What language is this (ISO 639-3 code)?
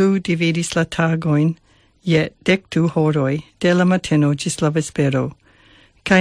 epo